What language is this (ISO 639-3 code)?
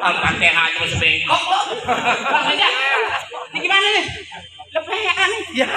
bew